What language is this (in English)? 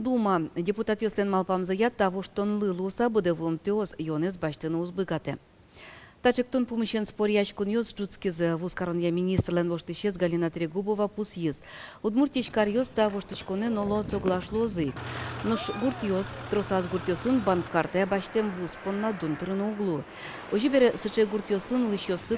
Udmurt